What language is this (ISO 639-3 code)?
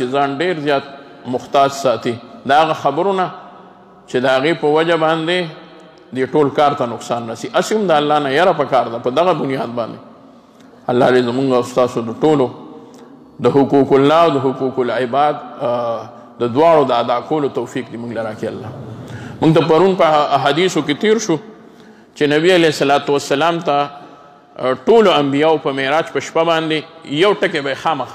pus